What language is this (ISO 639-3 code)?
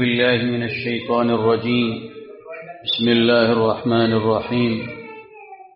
urd